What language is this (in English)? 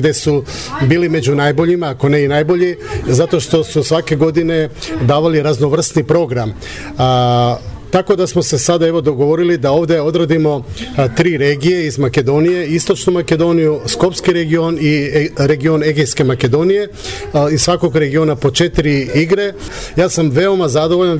Serbian